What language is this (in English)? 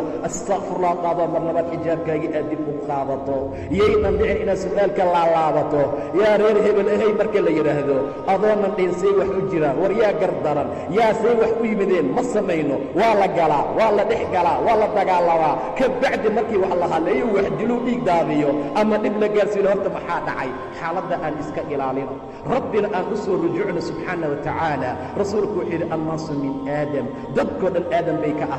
Somali